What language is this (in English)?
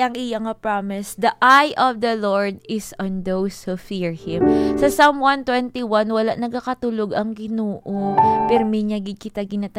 Hiligaynon